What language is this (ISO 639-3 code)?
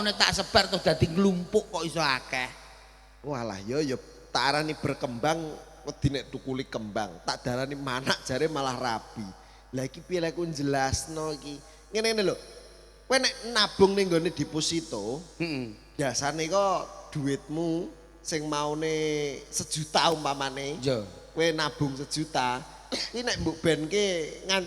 jav